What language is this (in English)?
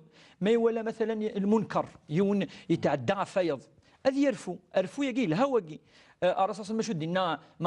Kabyle